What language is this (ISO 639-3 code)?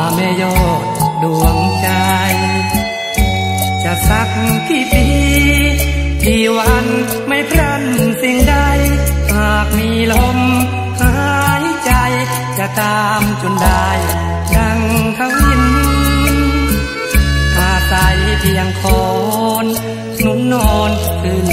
tha